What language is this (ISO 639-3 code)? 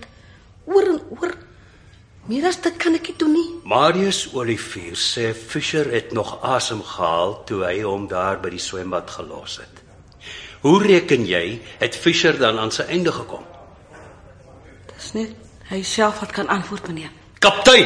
afr